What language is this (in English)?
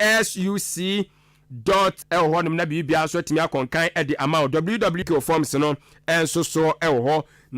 Akan